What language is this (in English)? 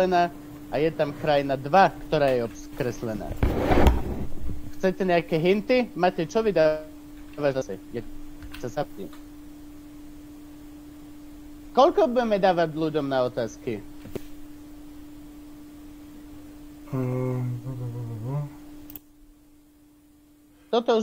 Slovak